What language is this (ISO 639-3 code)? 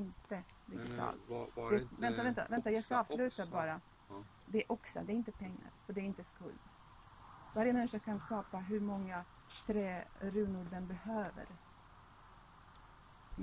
swe